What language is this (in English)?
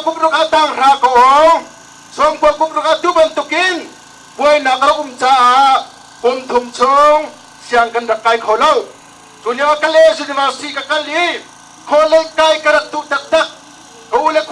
Hakha Chin